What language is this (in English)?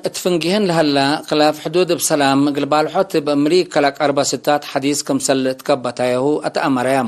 Tigre